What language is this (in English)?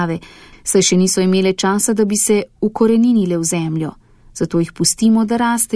Slovenian